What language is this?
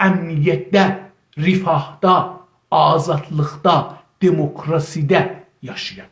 South Azerbaijani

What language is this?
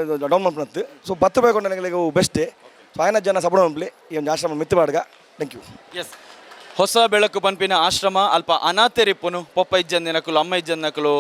Tulu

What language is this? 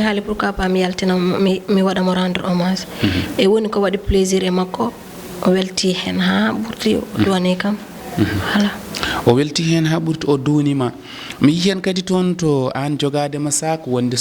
Fula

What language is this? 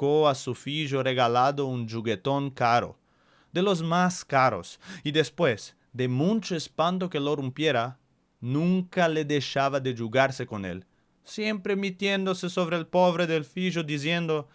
Ladino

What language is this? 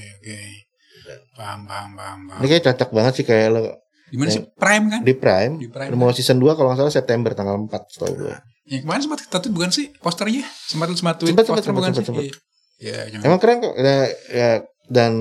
Indonesian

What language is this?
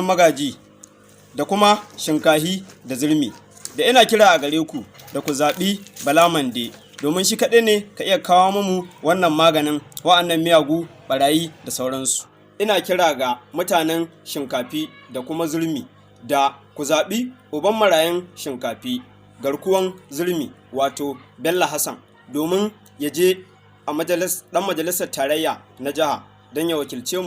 Hausa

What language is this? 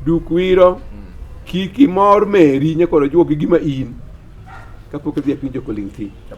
Luo (Kenya and Tanzania)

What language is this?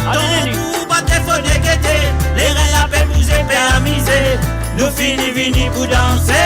Morisyen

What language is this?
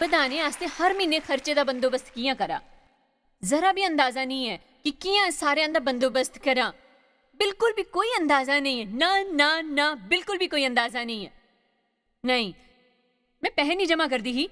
Dogri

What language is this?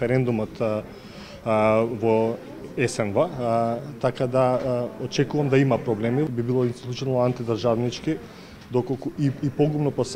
Macedonian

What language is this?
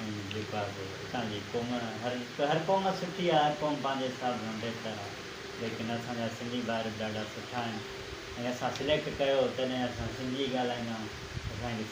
Sindhi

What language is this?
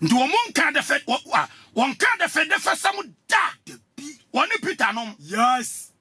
Akan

